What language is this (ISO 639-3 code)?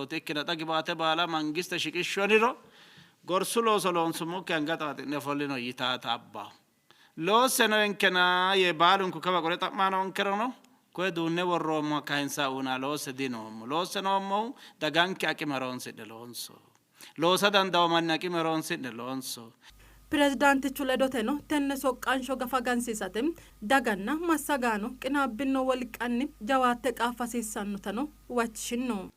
sid